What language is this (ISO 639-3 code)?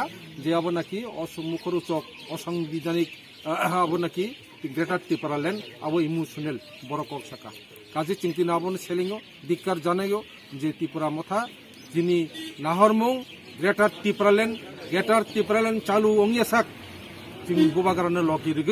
trp